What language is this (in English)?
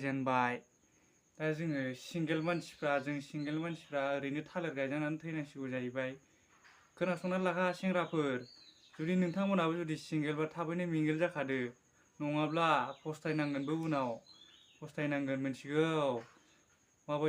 Bodo